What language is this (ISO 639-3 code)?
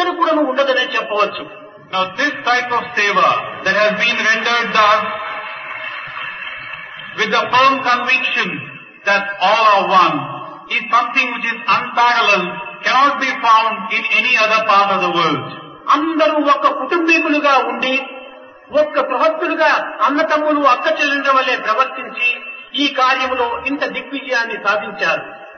tel